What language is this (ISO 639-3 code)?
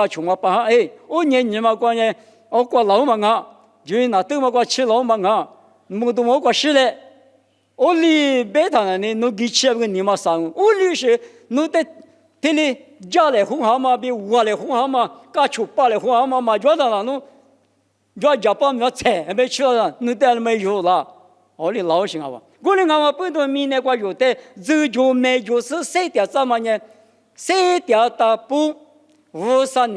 lis